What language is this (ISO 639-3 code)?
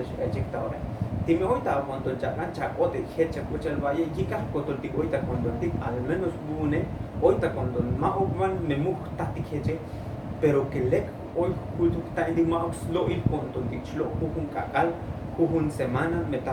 tzo